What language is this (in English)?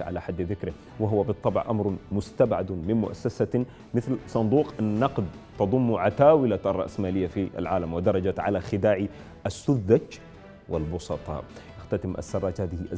Arabic